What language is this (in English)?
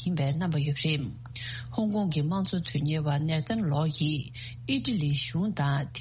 Tibetan